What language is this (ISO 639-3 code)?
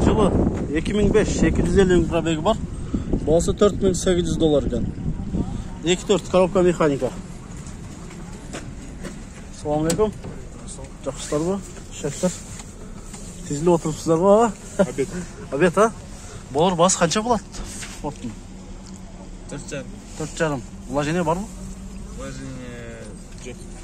kir